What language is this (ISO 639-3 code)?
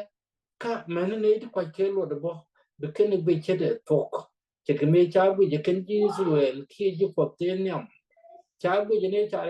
nus